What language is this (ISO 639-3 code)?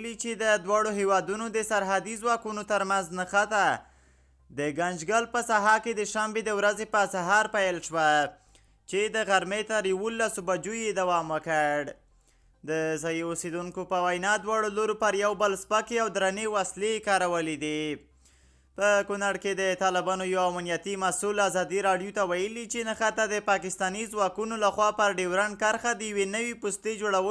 pus